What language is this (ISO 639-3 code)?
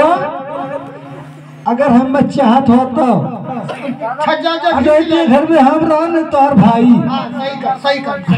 bho